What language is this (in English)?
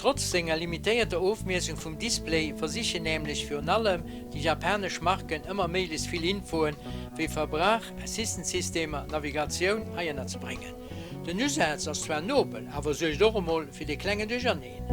Luxembourgish